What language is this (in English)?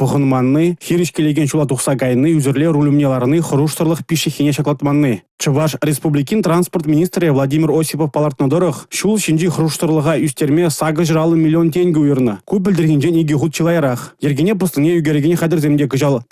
Chuvash